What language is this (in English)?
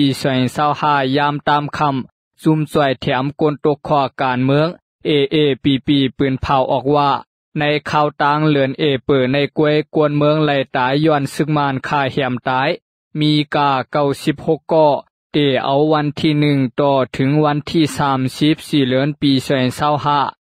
Shan